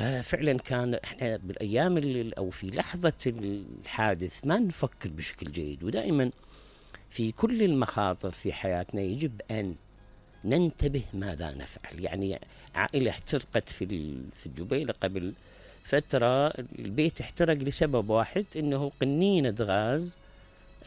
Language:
Mesopotamian Arabic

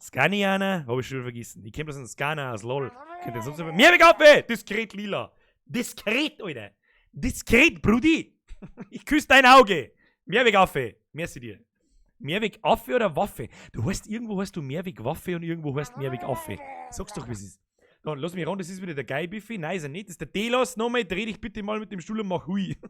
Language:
Bavarian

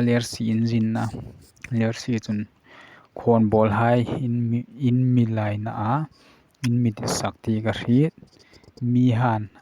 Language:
Hmar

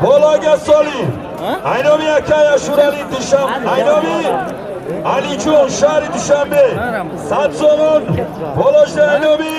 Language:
Tajik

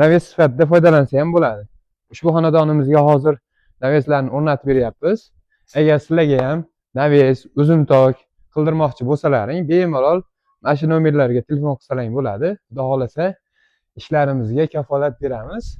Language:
Uzbek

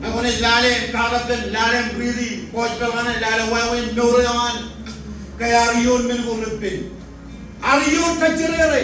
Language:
Marshallese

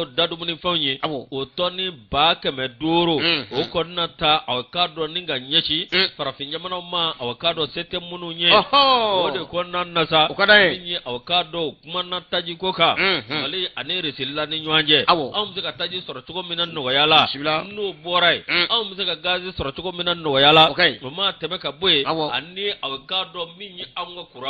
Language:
Bambara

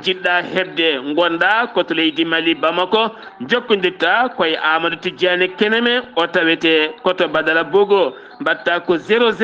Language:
Fula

